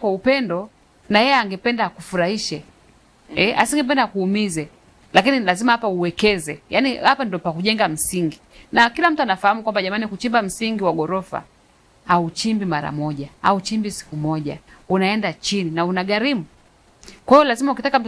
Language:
Swahili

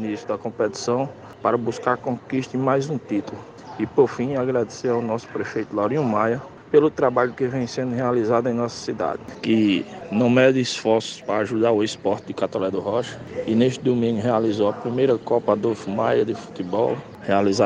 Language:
Portuguese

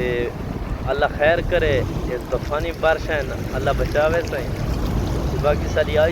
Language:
Saraiki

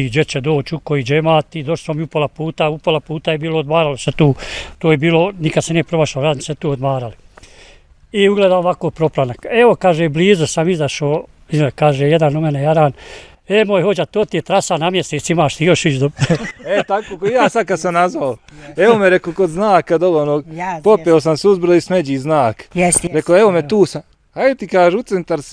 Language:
Bosnian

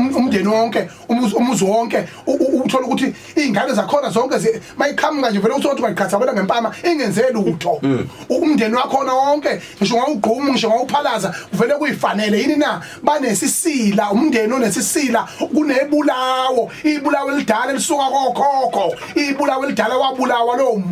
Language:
Zulu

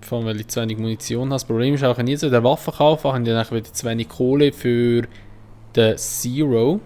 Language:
Swiss German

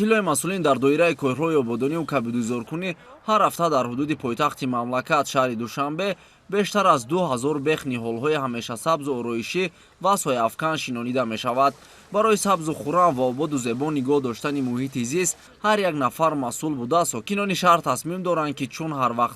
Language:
Tajik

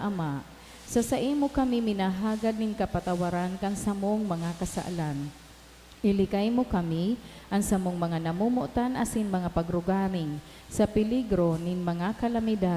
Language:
Bikol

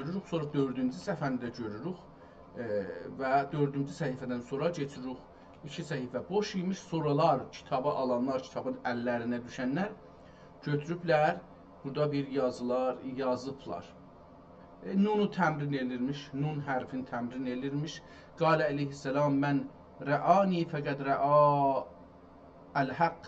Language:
South Azerbaijani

